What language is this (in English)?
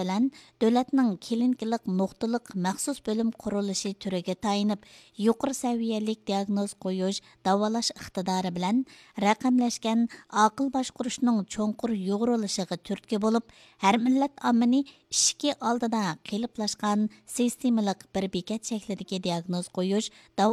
Uyghur